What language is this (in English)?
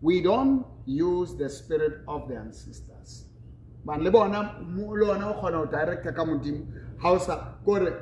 Southern Sotho